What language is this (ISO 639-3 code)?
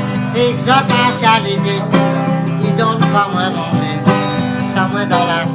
rcf